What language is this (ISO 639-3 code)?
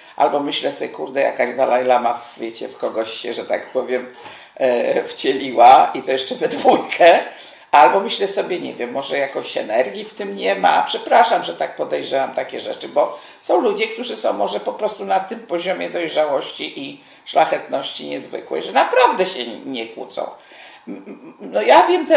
pol